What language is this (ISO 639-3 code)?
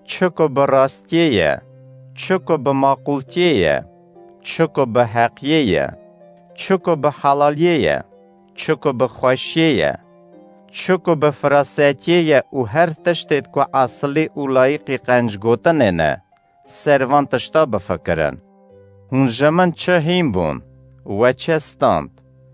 kur